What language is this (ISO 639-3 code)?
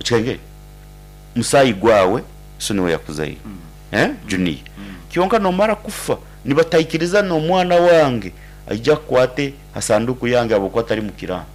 nyn